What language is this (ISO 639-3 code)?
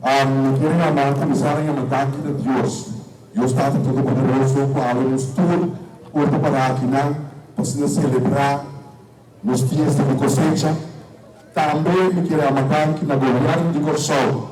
pap